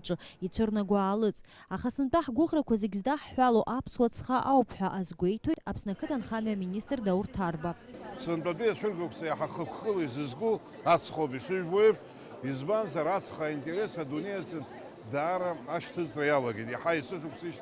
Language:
Abkhazian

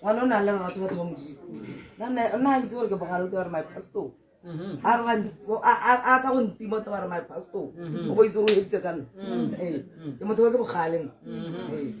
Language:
Tswana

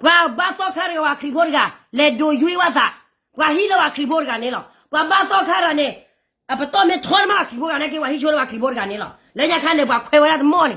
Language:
S'gaw Karen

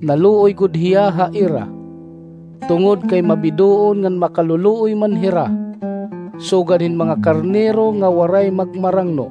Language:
Waray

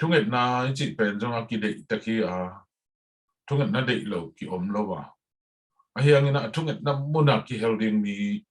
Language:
Tedim Chin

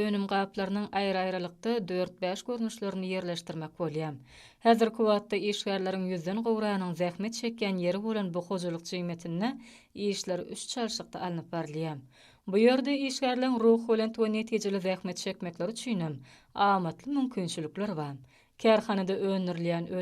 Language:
Turkmen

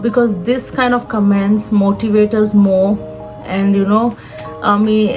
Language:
Konkani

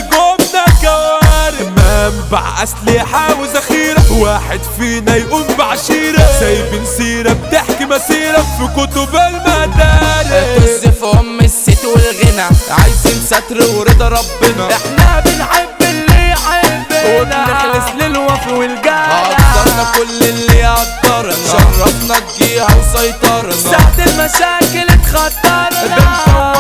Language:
Egyptian Arabic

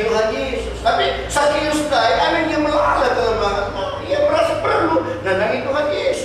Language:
Batak Karo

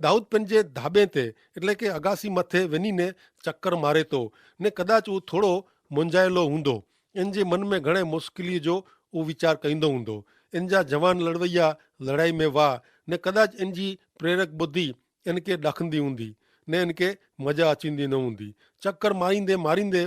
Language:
Kachhi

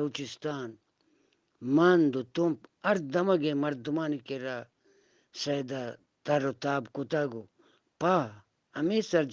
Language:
Eastern Balochi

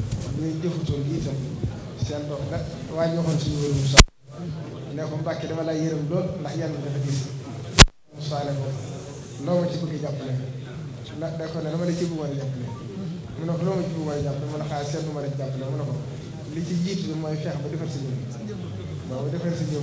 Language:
Wolof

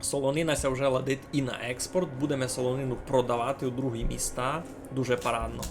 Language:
Rusyn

